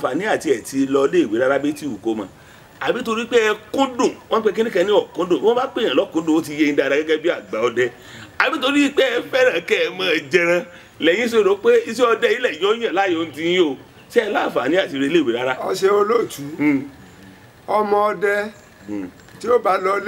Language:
Yoruba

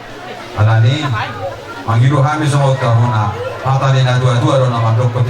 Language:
Batak Toba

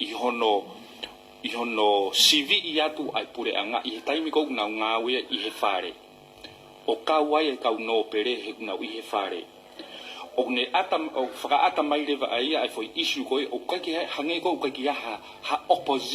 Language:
Tongan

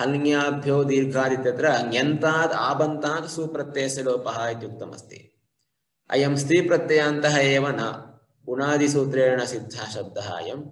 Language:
Sanskrit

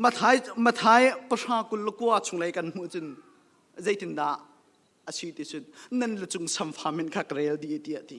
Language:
Hakha Chin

